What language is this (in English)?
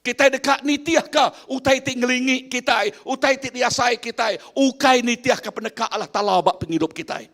Iban